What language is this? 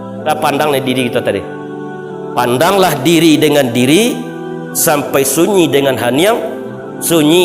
Minangkabau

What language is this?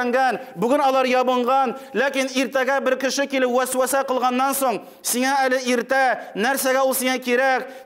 Tatar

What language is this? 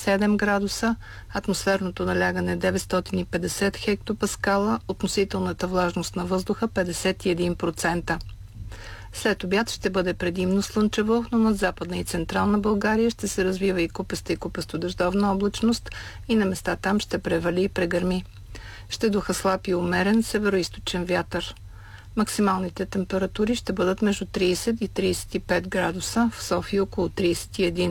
Bulgarian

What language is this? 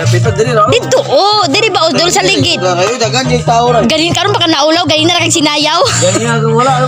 Cebuano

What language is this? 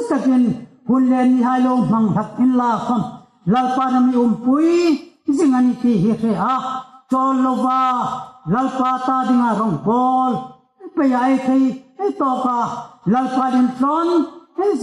Hmar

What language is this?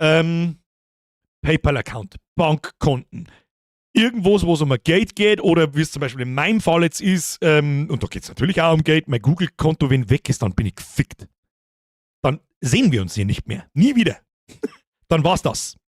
Bavarian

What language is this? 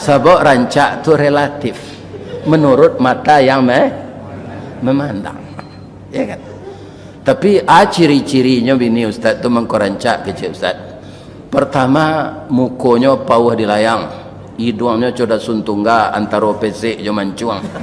Minangkabau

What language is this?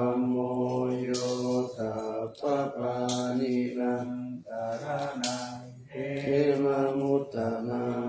Pali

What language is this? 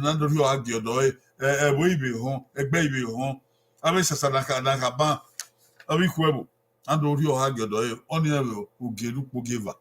Bini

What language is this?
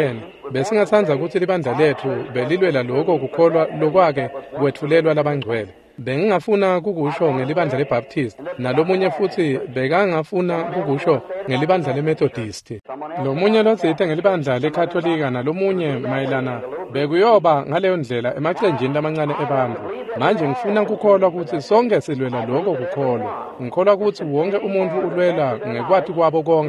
Swati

